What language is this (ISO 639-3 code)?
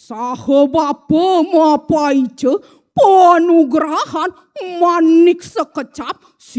ban